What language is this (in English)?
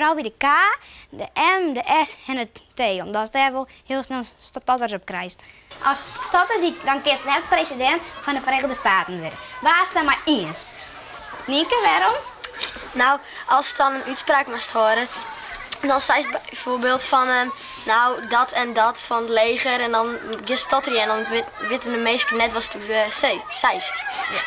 Western Frisian